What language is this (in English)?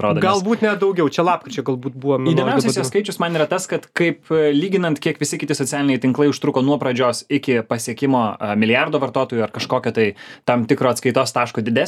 Lithuanian